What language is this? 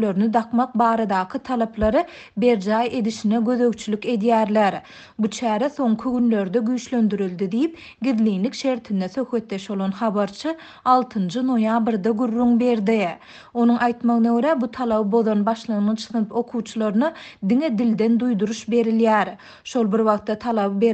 Turkmen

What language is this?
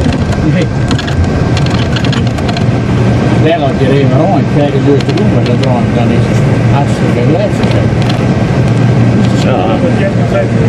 Dutch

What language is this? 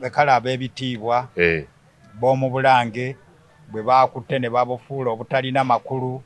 Ganda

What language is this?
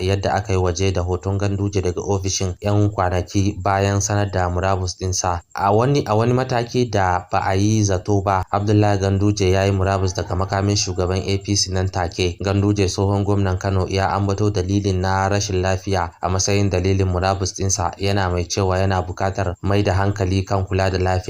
Hausa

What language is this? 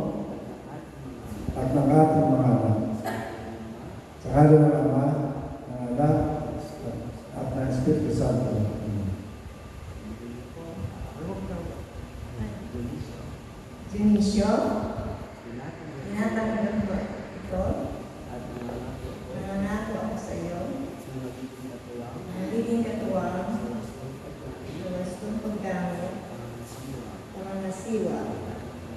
Filipino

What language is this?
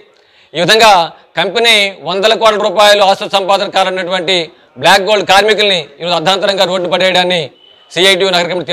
Telugu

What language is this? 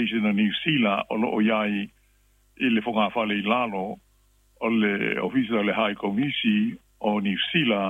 Samoan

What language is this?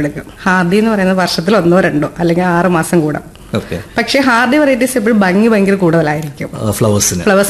Malayalam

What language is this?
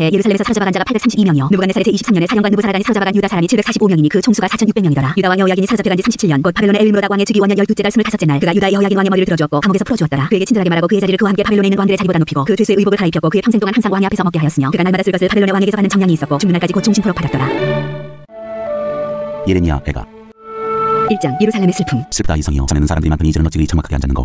Korean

